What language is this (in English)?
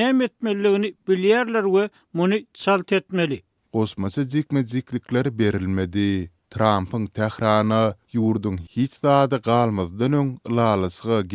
Turkmen